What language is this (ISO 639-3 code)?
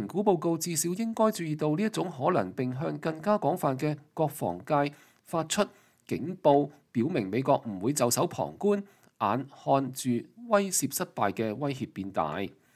yue